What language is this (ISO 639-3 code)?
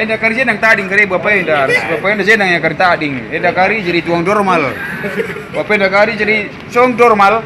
btx